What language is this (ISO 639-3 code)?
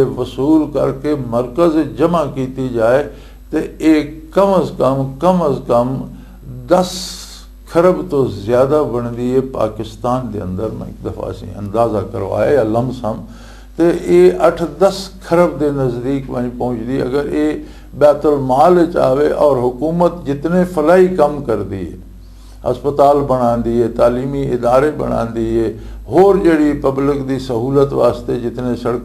lah